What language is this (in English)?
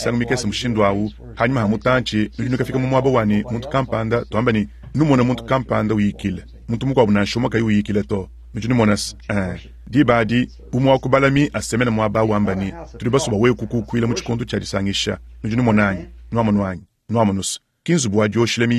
Luba-Lulua